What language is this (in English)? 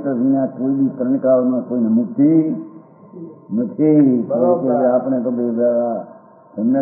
Gujarati